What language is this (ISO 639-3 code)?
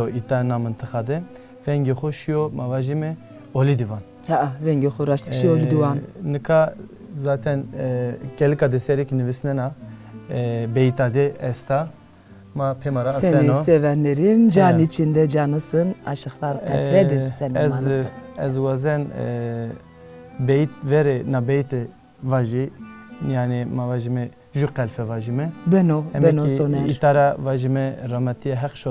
zza